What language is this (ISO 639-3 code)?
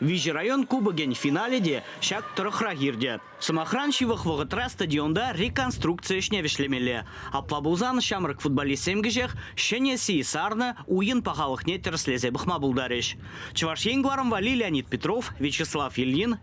chv